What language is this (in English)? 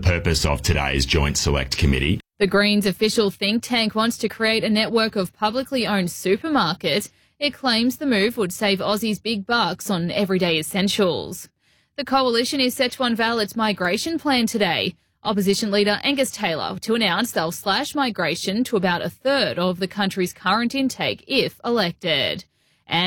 English